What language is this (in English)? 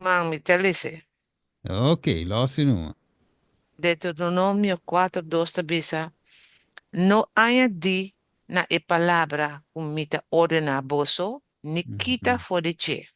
Papiamento